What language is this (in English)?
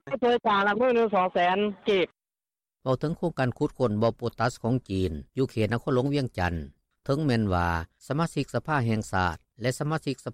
Lao